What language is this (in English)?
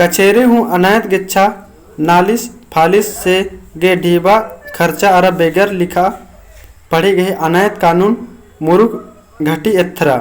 Kurukh